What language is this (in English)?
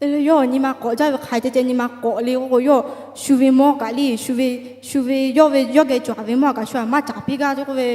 Lahu